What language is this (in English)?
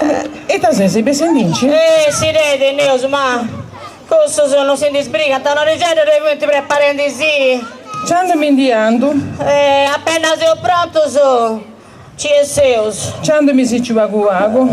Sardinian